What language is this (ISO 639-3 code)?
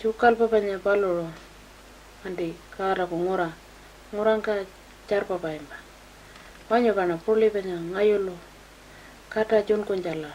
pjt